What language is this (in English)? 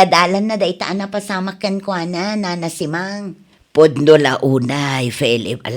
Iloko